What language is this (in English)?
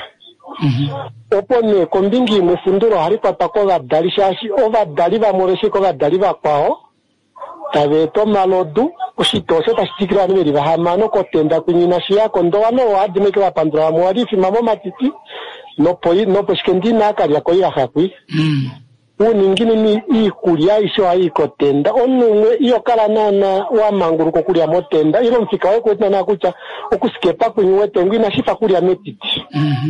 Kuanyama